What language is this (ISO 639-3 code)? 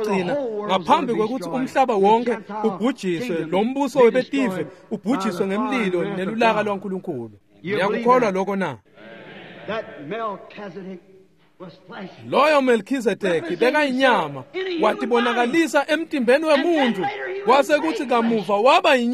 ssw